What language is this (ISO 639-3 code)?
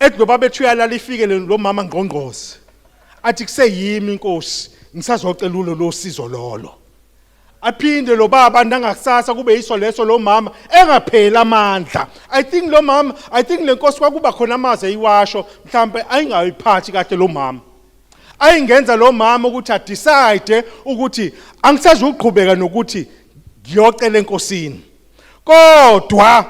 zul